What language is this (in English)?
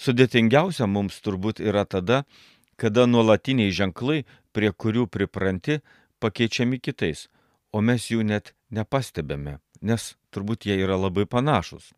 Lithuanian